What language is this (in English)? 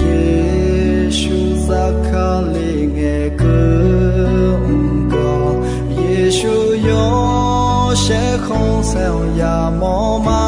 Akha